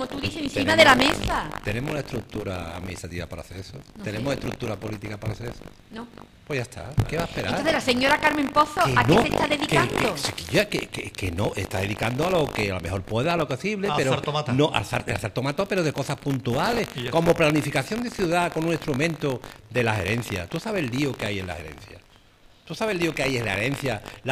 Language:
Spanish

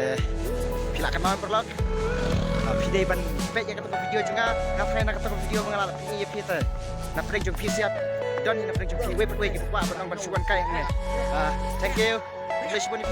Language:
Khasi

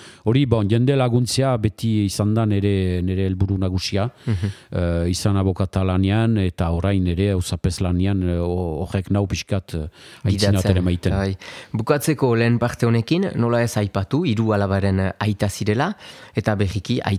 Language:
Basque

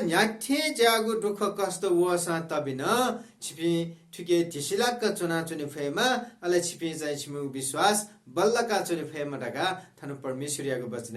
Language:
Newari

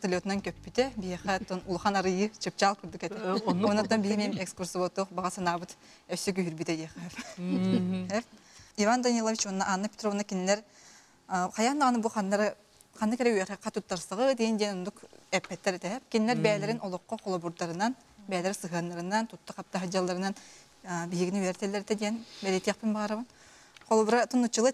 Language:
Yakut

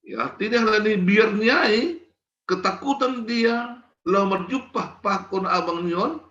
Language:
Batak Simalungun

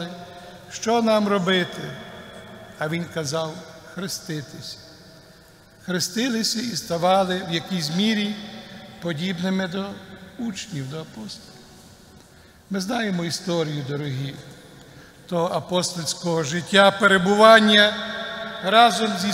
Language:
Ukrainian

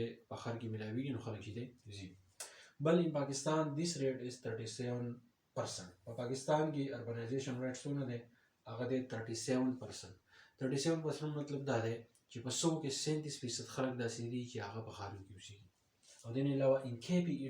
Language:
Pashto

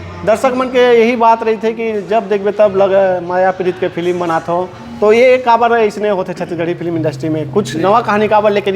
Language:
Chhattisgarhi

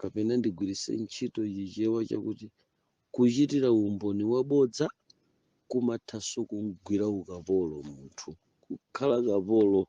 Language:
Nyanja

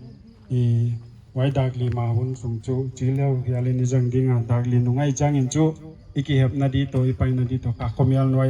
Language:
Paite Chin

